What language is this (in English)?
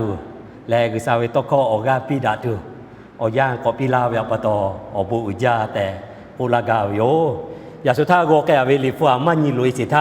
Lahu